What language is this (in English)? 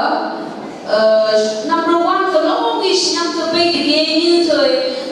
Phom Naga